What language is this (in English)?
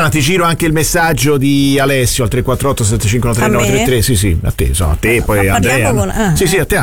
Italian